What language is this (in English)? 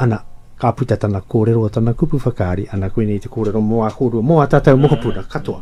Māori